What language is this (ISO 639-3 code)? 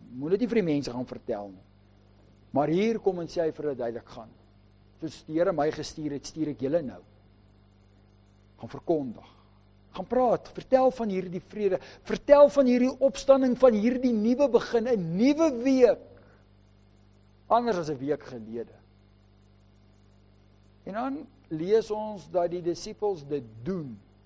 afr